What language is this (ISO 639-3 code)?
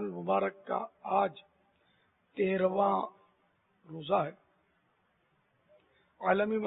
urd